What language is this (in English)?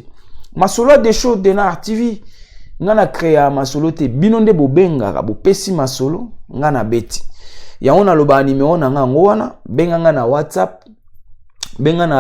Lingala